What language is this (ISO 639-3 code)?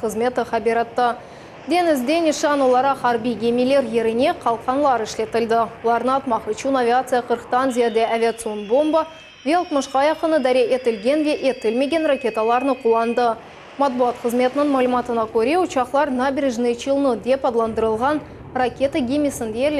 crh